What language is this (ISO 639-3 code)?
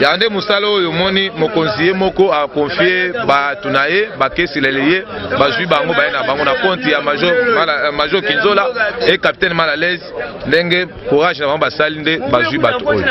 lin